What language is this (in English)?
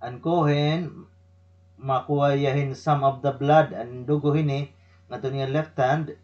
Waray